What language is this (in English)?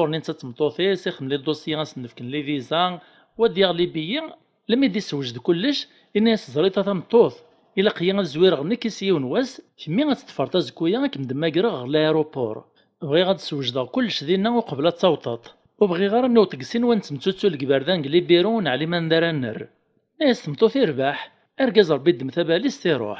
Kabyle